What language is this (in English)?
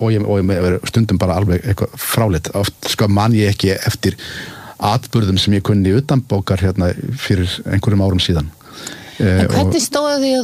Icelandic